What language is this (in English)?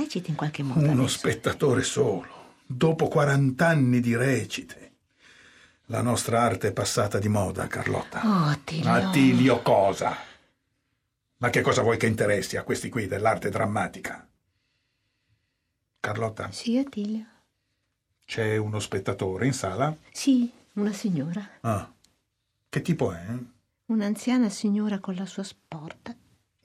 Italian